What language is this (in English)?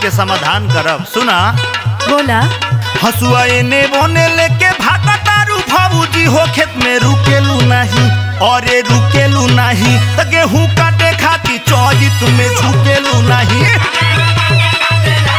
Bhojpuri